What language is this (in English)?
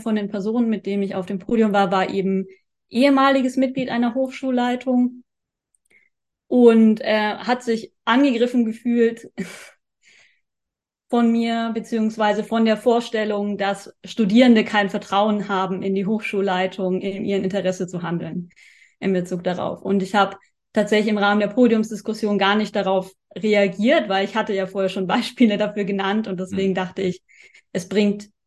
German